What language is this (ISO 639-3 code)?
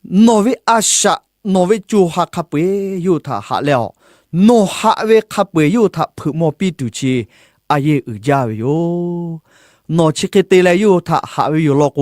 lhu